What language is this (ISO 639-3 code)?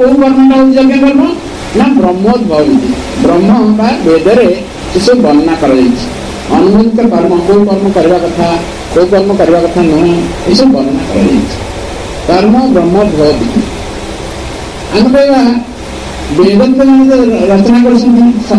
ori